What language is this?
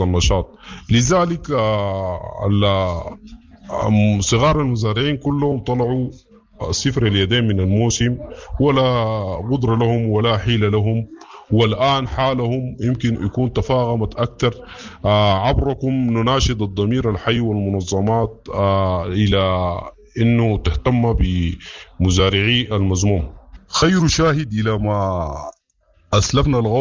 Sudanese Arabic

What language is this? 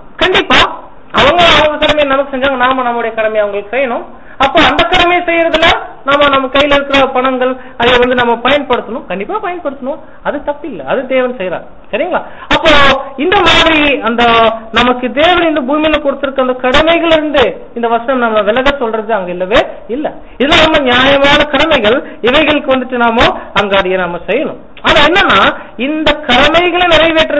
Tamil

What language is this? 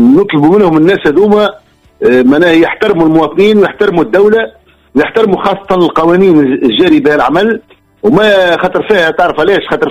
Tunisian Arabic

